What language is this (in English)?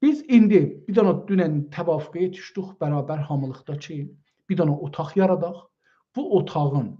South Azerbaijani